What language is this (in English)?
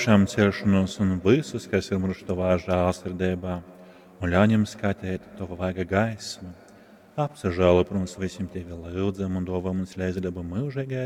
Latgalian